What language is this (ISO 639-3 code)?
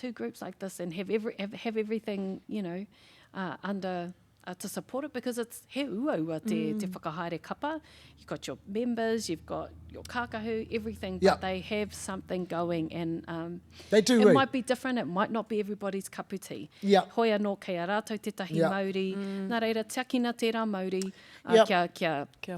mri